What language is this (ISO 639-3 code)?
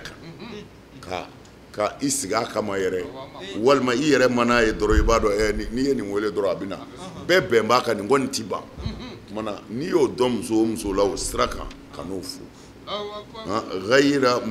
bam